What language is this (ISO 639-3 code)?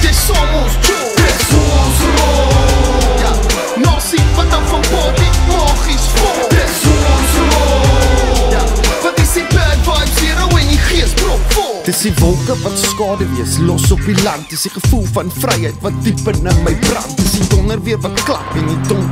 afr